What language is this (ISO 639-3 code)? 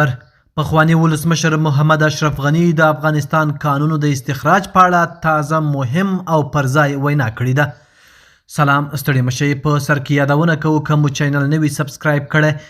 pus